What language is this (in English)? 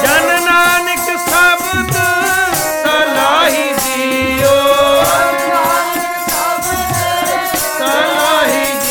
Punjabi